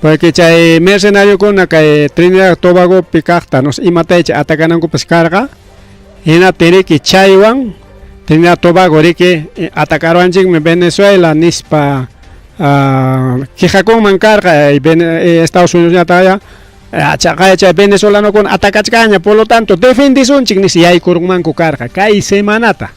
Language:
Ayacucho Quechua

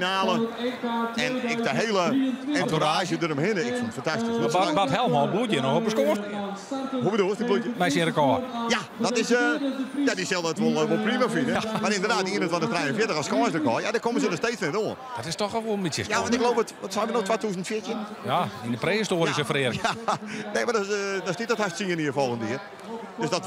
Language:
Western Frisian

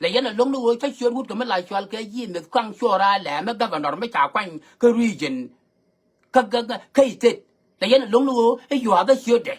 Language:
Nuer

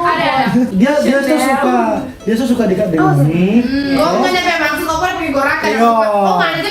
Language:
Manado Malay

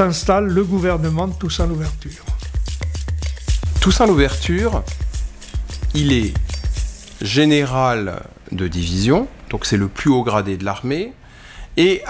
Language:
French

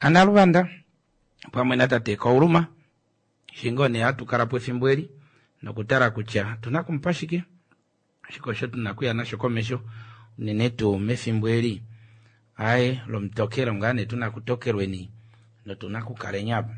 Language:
Kuanyama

